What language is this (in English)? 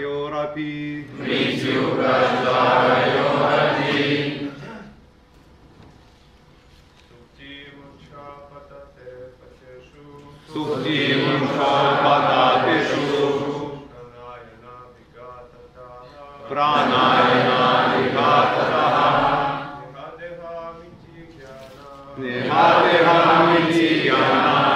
Russian